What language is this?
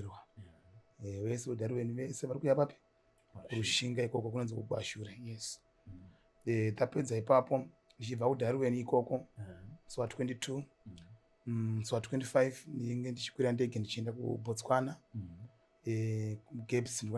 Shona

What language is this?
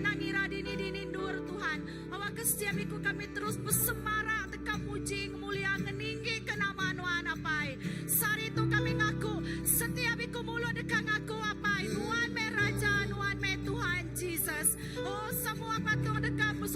Iban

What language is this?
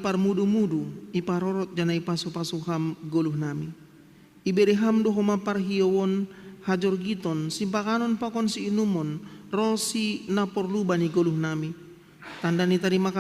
Batak Simalungun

